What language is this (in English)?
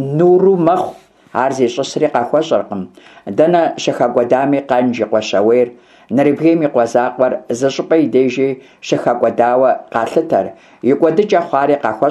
Kabardian